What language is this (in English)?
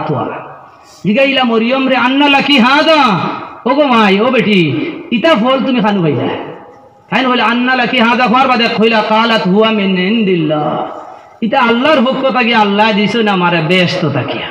Sylheti